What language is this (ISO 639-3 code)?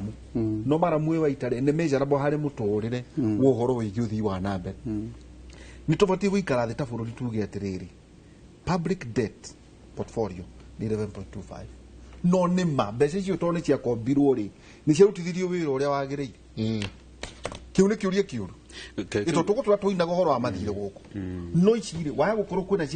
kik